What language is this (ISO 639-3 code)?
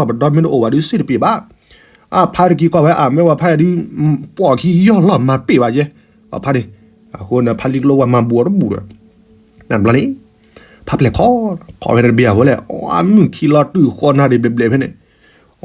ksw